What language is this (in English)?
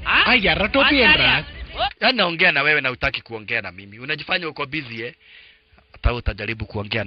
Swahili